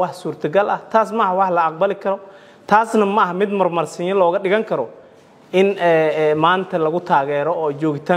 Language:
Somali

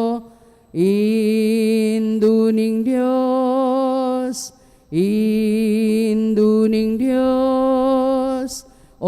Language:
Pampanga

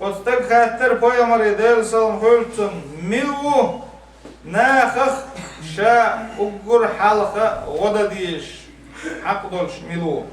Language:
Chechen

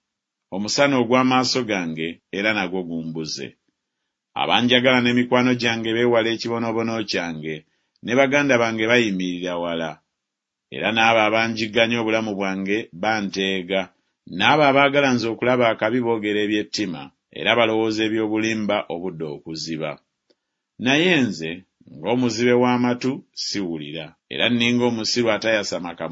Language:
Ganda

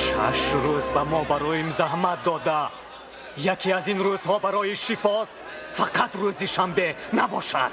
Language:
Tajik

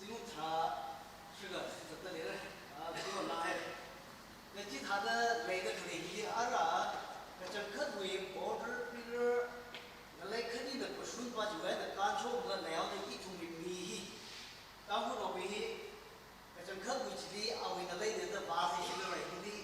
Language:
Tangkhul Naga (India)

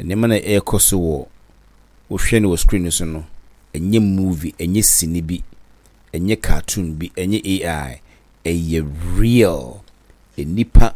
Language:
Akan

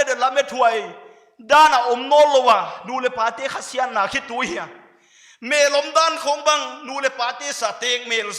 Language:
Paite Chin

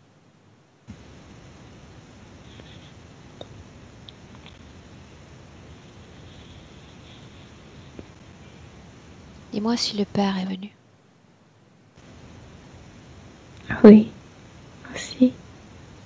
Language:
French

